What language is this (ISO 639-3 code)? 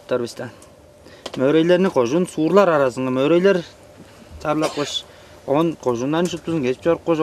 tyv